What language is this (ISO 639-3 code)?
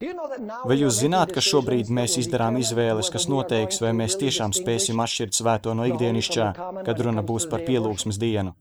lav